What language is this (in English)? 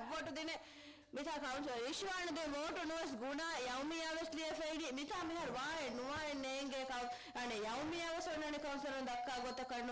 Divehi